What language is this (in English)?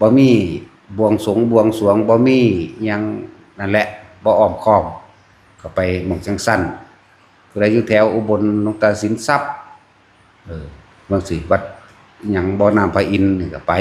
Northeastern Thai